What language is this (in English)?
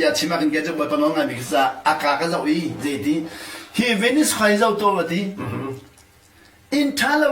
Hakha Chin